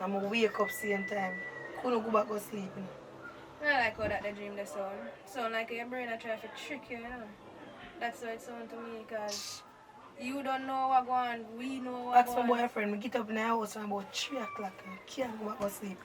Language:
Jamaican Creole English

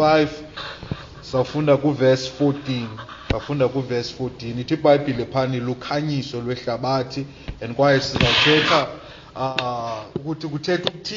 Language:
Xhosa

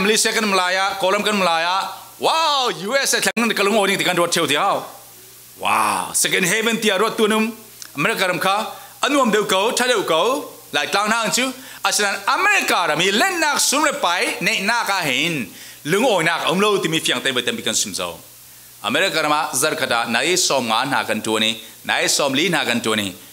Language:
Falam Chin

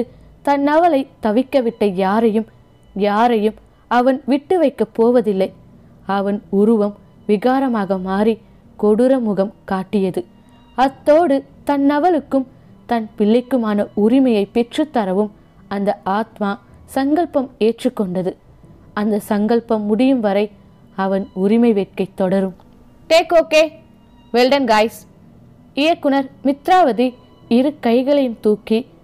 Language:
Tamil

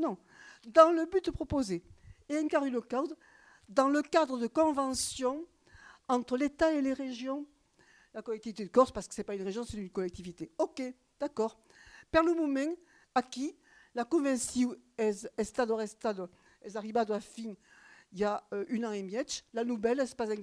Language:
Occitan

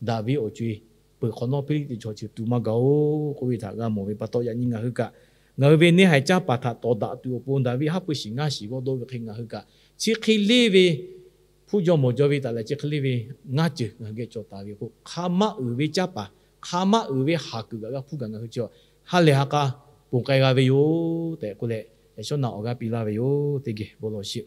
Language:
Lahu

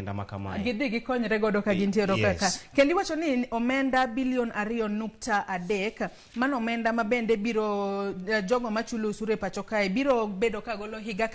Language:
Luo (Kenya and Tanzania)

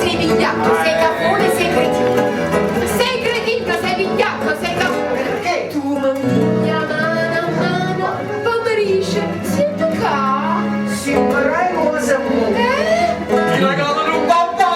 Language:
Neapolitan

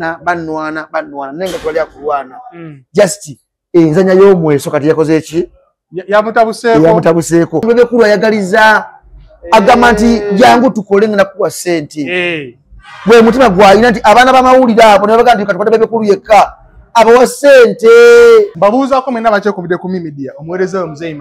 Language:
Ganda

